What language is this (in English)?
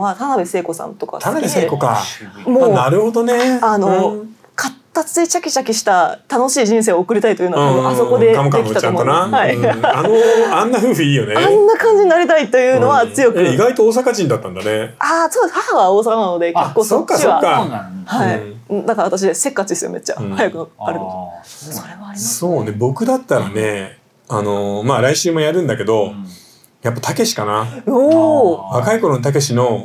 Japanese